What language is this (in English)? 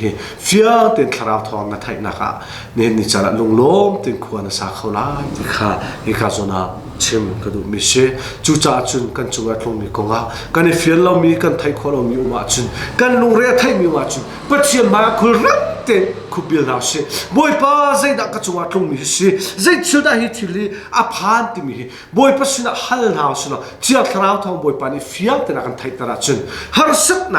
Hakha Chin